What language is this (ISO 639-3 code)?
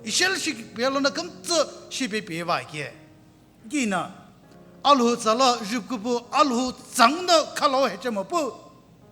nsm